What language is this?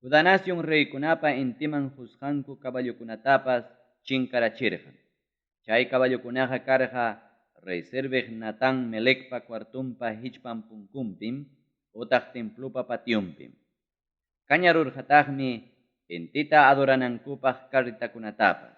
Ayacucho Quechua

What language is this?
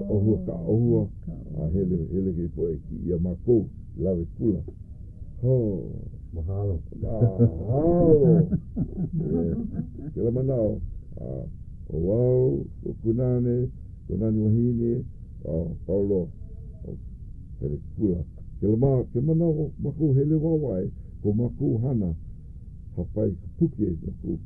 Hawaiian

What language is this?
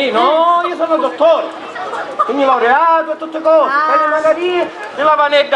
Sicilian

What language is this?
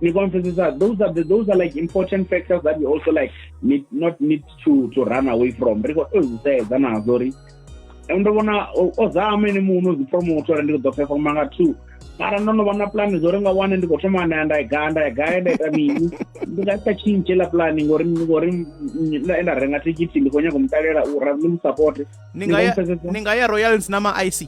Venda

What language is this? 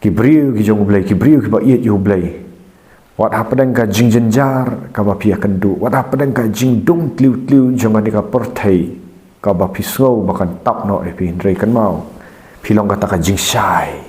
Khasi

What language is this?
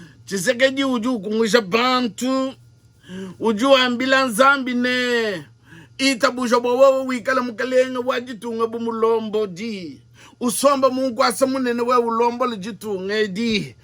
Luba-Lulua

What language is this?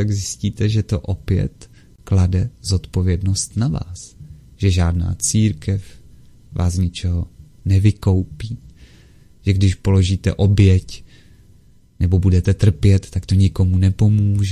Czech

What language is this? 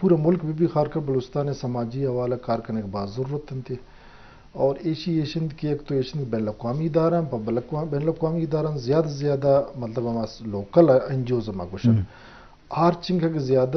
Eastern Balochi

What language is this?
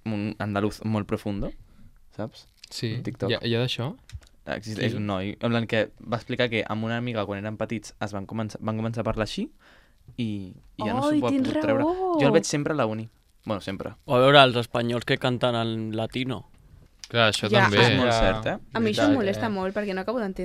Catalan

